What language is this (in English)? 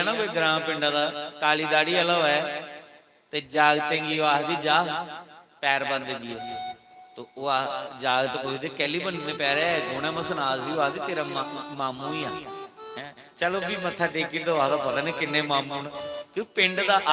Dogri